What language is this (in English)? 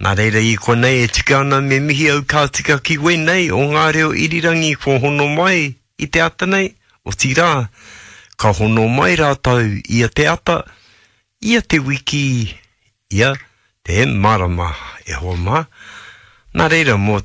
Māori